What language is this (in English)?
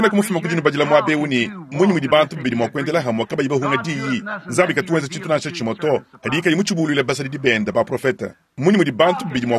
Luba-Lulua